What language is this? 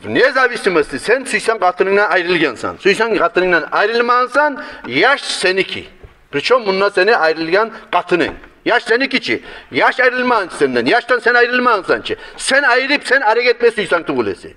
Kumyk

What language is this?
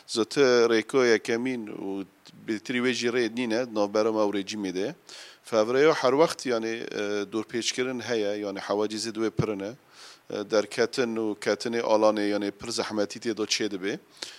Kurdish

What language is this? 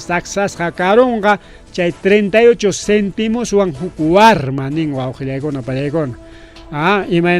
Ayacucho Quechua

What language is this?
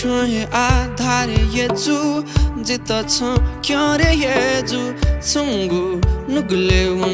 Newari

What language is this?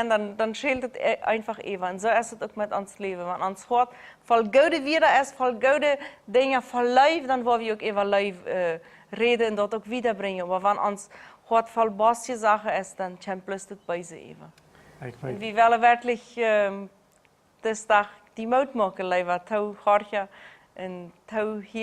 Plautdietsch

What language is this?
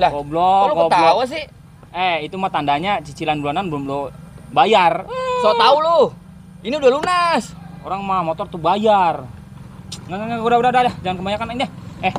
Betawi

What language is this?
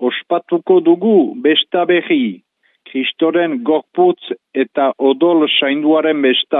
Basque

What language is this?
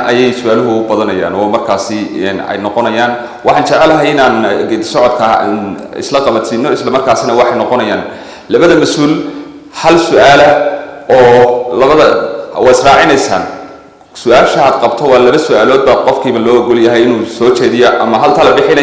Somali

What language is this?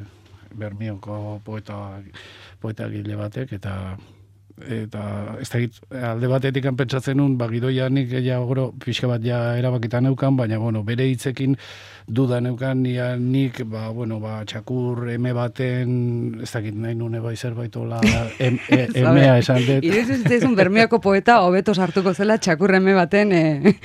Basque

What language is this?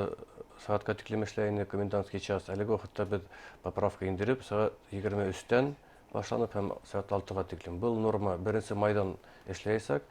Bashkir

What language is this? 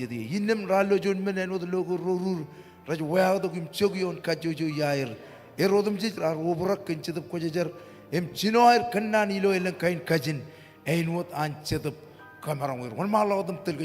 Marshallese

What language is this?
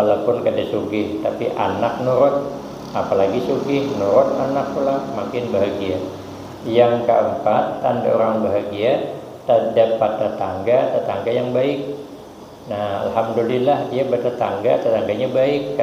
Banjar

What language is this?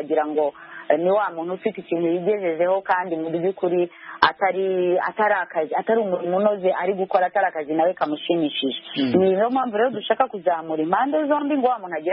Kinyarwanda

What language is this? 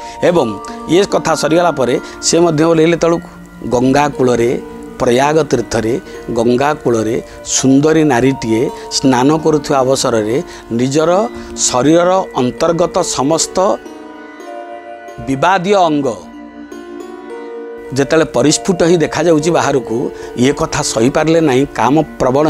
Odia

